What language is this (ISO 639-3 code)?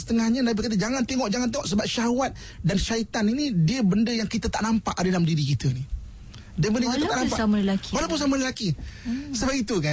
msa